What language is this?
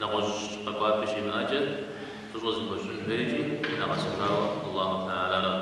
Kabardian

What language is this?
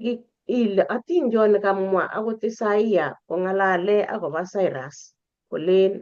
Kalenjin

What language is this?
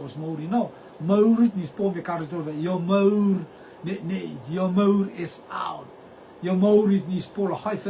Rotuman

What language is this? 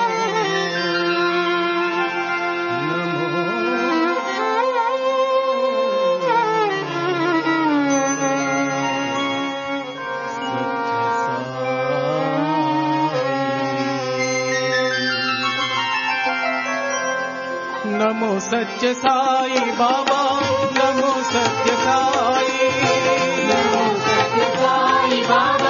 Telugu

